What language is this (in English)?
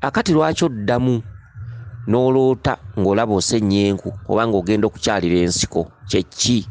Ganda